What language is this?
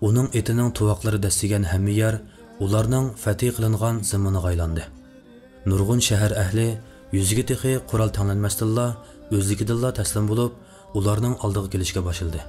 Uyghur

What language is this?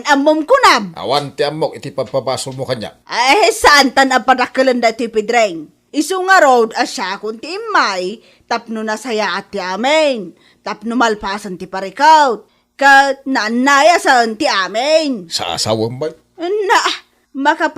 Iloko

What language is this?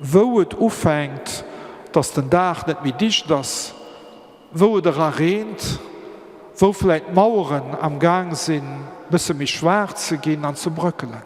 Luxembourgish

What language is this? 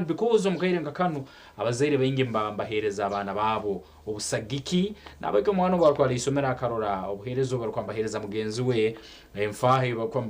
Nyankole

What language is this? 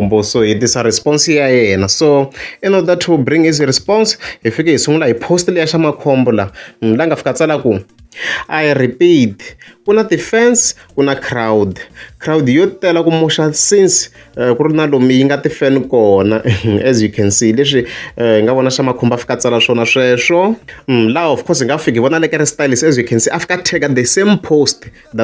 Tsonga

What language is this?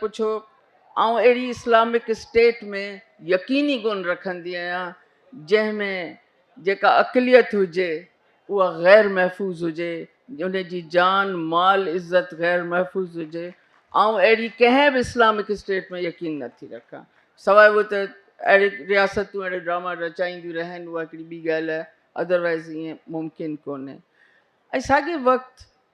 Sindhi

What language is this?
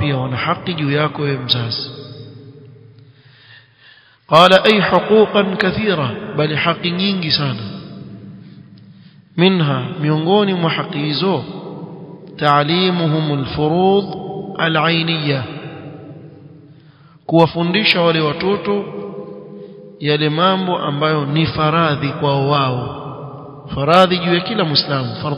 Swahili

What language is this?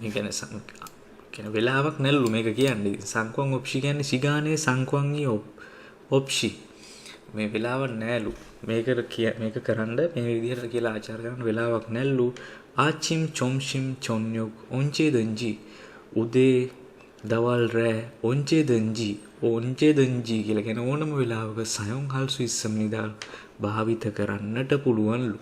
Sinhala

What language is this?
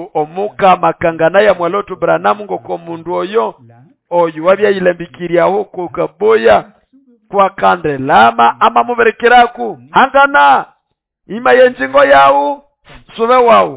Nande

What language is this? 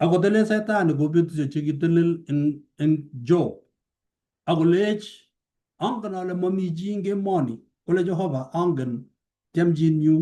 Kalenjin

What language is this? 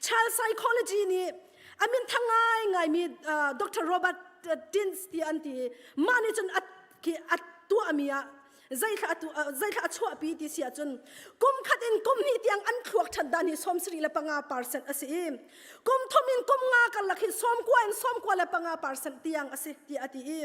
Hakha Chin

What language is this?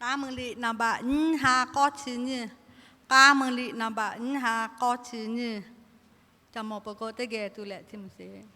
Lahu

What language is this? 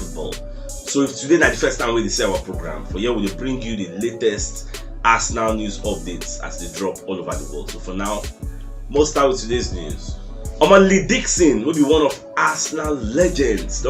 Nigerian Pidgin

